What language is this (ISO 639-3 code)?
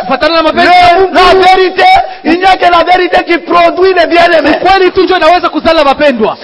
swa